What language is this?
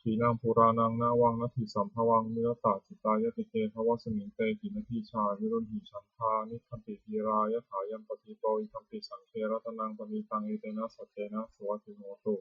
Pali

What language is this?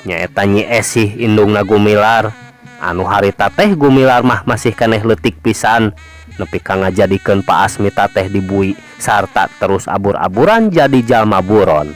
Sundanese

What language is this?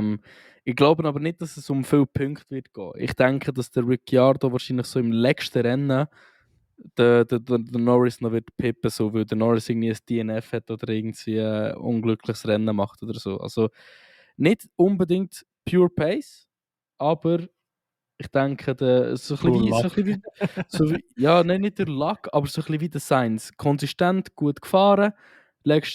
Swiss German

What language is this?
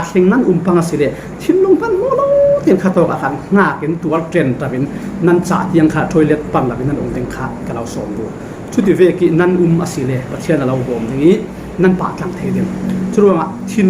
Falam Chin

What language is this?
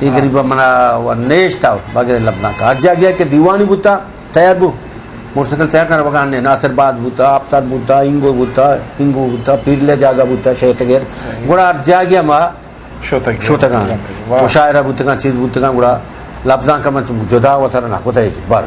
Eastern Balochi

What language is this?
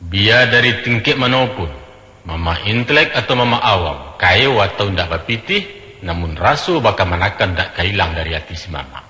Minangkabau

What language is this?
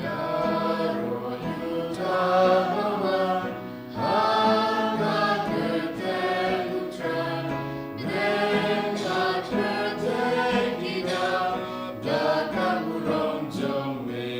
Khasi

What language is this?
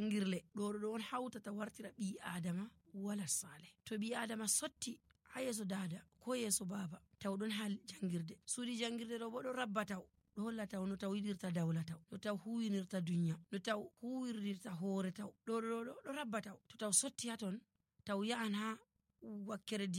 Nigerian Fulfulde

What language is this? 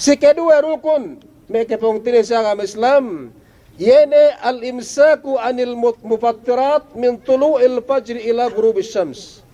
Yakan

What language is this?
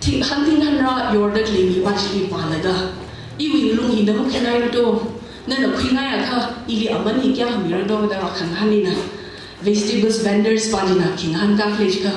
Tangkhul Naga (India)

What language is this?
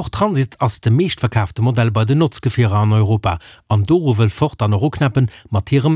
Luxembourgish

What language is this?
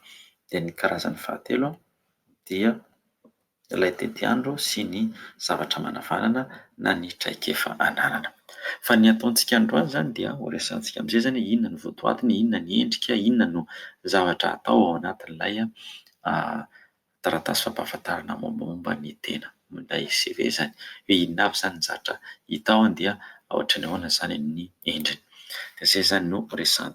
Malagasy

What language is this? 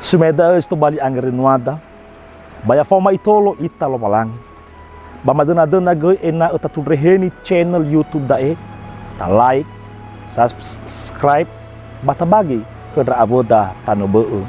Nias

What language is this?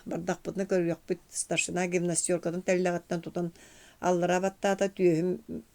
Yakut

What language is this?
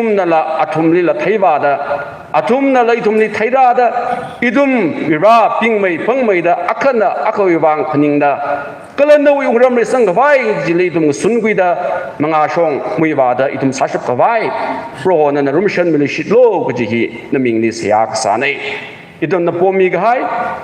Tangkhul Naga (India)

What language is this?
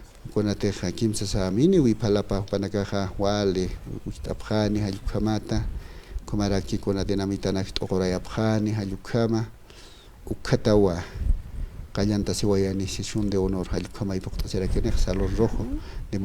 Aymara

